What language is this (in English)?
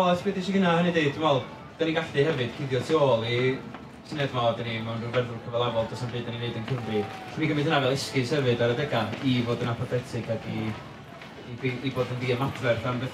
Welsh